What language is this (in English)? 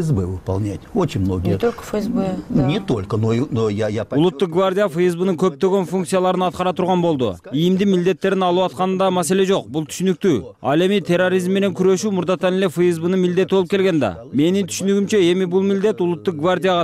Kyrgyz